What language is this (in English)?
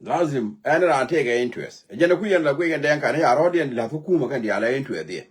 Nuer